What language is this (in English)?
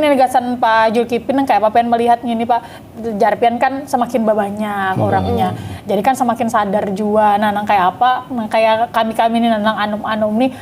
Banjar